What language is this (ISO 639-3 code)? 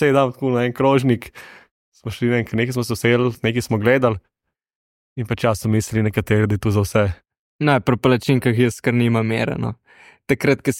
slv